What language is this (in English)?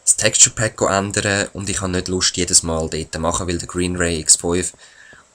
Swiss German